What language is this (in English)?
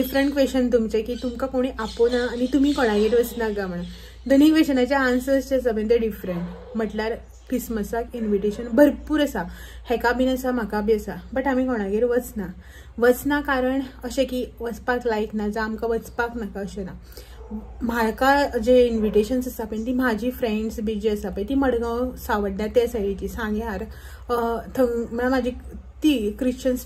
Konkani